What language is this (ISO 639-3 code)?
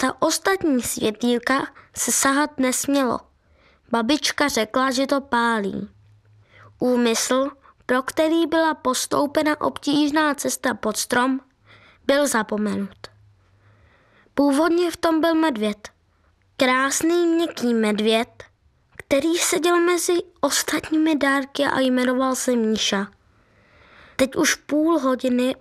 ces